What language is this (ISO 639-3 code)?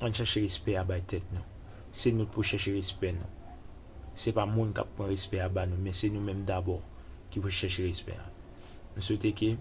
hat